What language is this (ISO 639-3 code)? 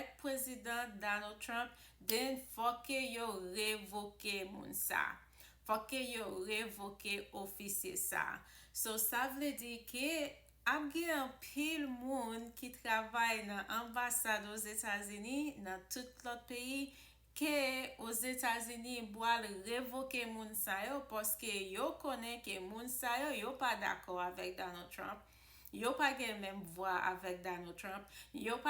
hat